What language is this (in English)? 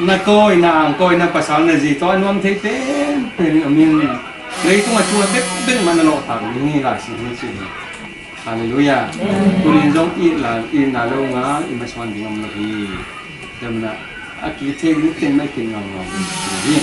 Tedim Chin